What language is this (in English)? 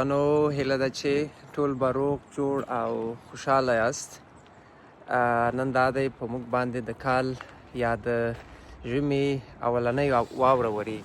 Pashto